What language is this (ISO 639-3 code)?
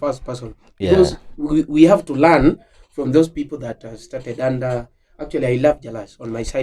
luo